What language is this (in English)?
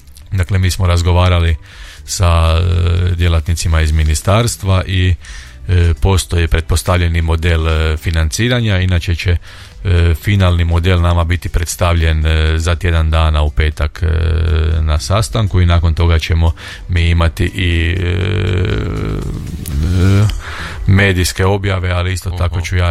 Croatian